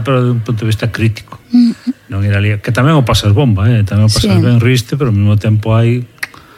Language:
Galician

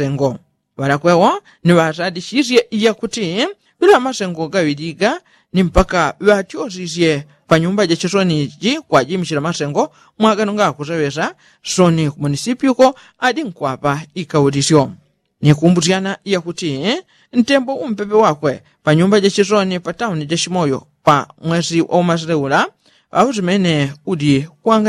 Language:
Yao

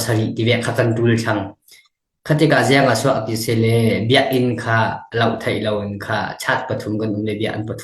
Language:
Falam Chin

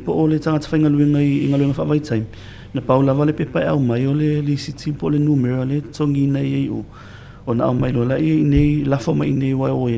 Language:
Samoan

